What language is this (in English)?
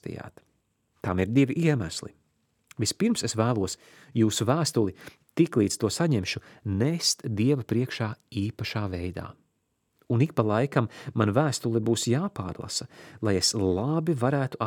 Latvian